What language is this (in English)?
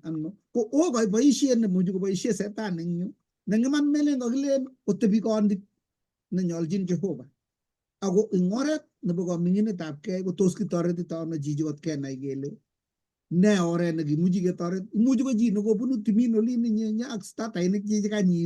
Kalenjin